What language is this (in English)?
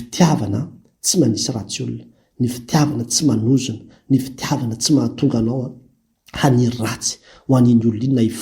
Malagasy